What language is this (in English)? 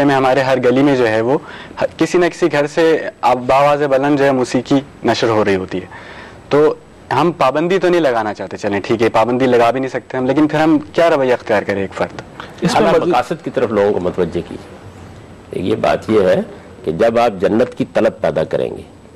Urdu